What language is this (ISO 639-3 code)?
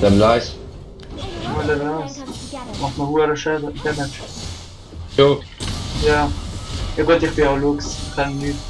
gsw